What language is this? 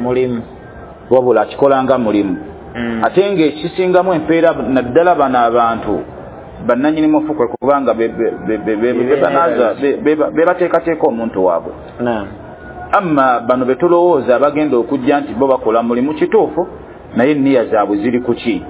Ganda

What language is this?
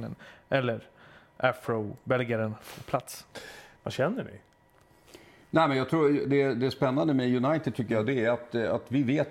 Swedish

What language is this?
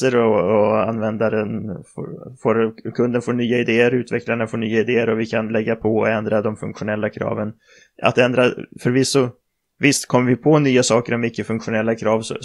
Swedish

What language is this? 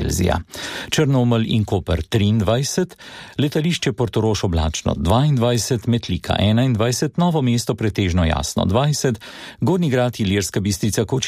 Slovenian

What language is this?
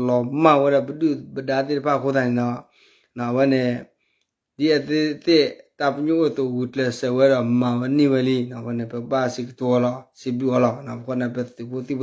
S'gaw Karen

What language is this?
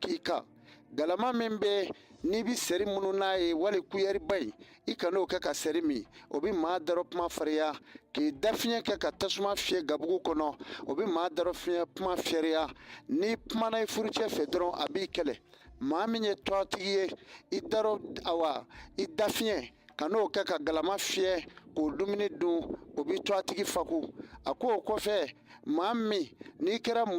Bambara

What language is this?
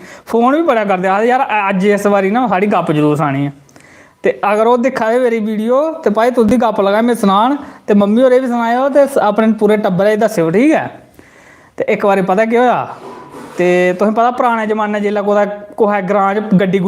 Dogri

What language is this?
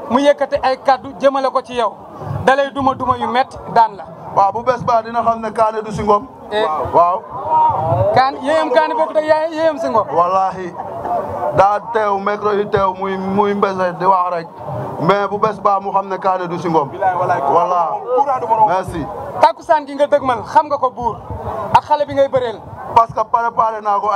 Wolof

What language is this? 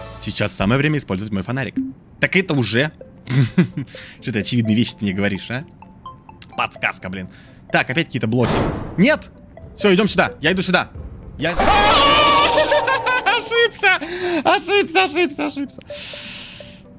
Russian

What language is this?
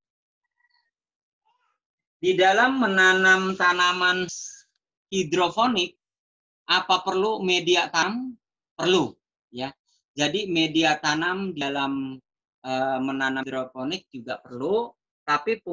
Indonesian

